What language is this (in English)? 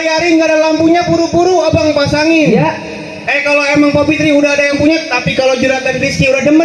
Betawi